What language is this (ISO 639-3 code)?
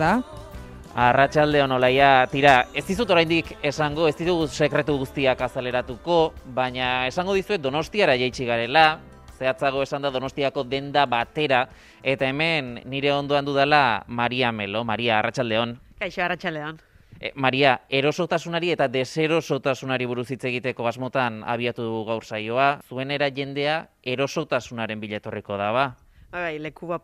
eus